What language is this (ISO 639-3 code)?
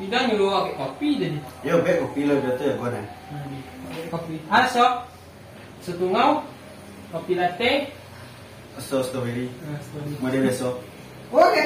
min